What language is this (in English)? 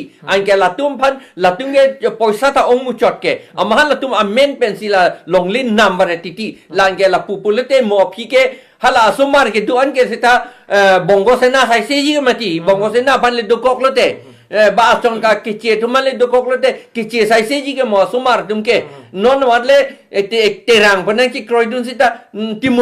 Karbi